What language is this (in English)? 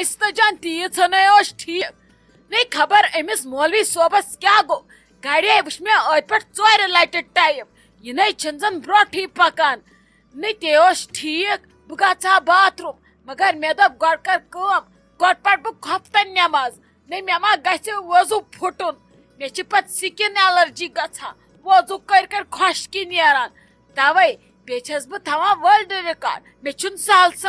Kashmiri